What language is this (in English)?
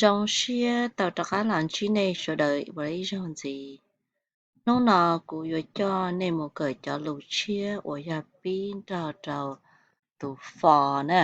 Hmong